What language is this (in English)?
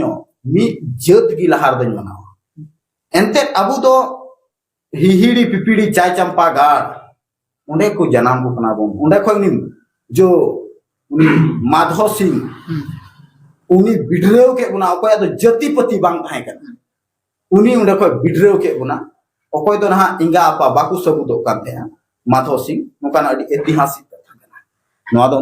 Santali